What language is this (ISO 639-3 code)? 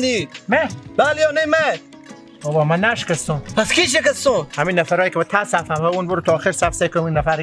fas